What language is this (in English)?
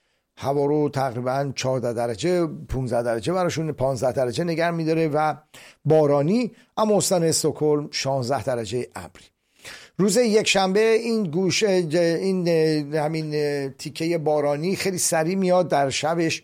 Persian